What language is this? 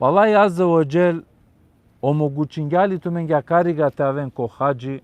Balkan Romani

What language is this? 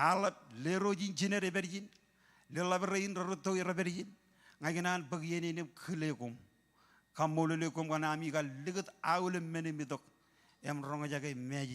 Marshallese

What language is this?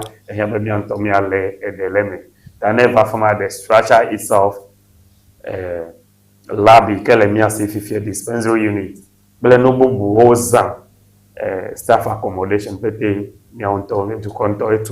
Ewe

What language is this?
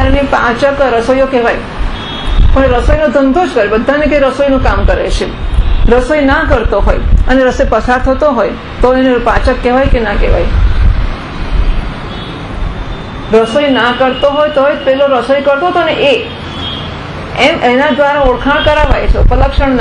Gujarati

